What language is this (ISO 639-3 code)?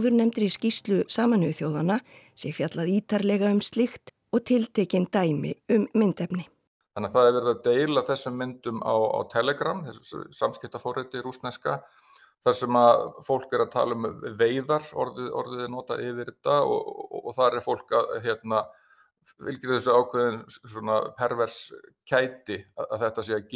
isl